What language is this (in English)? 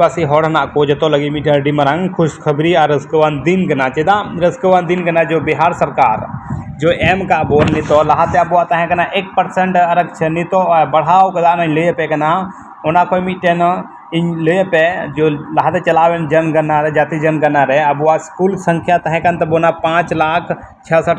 Santali